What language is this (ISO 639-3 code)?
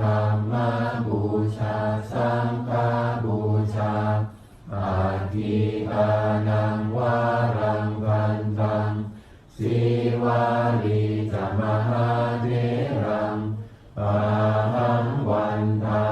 pli